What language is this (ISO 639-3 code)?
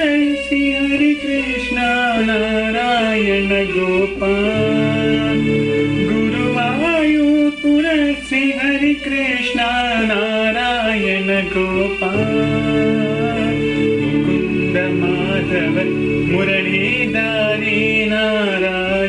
kan